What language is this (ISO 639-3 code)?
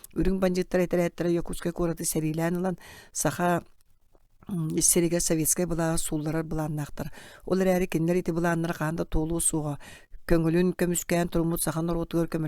sah